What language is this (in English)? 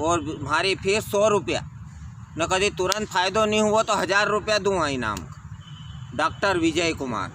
Rajasthani